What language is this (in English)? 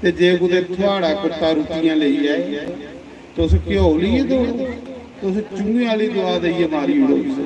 Dogri